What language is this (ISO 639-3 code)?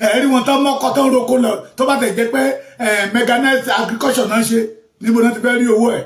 yor